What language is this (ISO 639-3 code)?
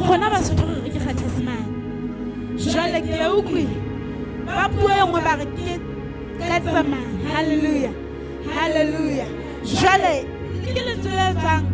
sot